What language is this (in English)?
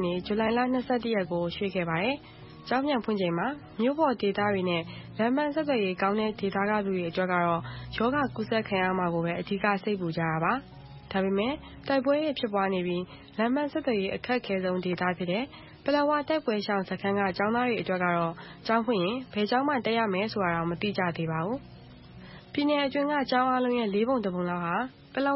Burmese